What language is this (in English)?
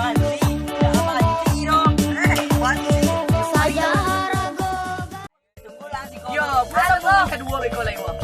Minangkabau